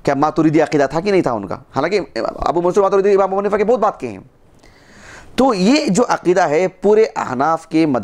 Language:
Urdu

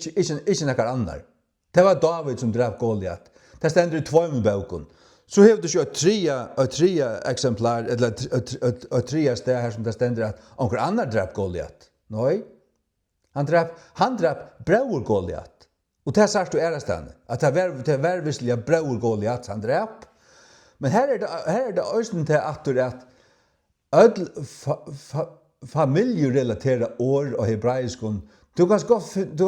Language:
Faroese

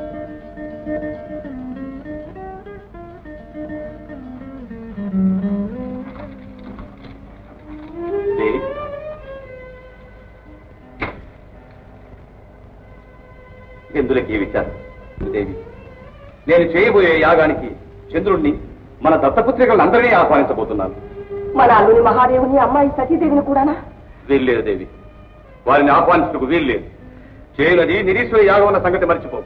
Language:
Telugu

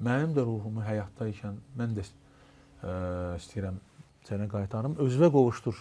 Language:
Azerbaijani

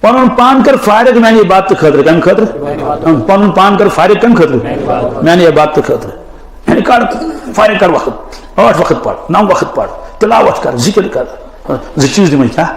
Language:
Kashmiri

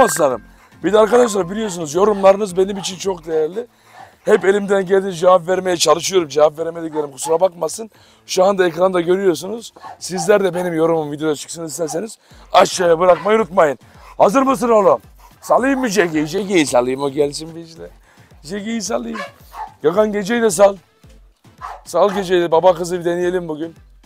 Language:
Turkish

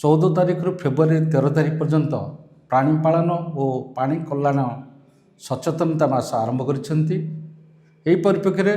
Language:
Odia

